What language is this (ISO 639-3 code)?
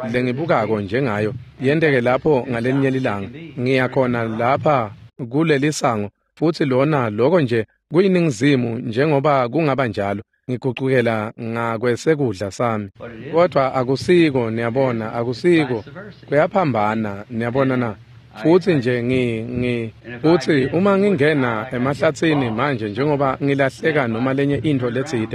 ssw